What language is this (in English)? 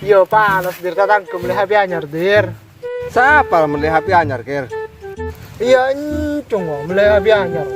Madurese